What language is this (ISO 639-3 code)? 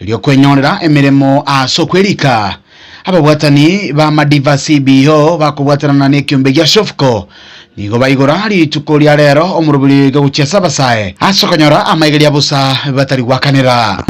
guz